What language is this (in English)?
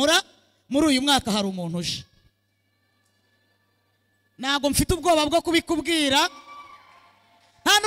Kinyarwanda